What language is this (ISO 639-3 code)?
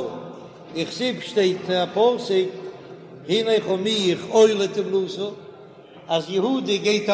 yid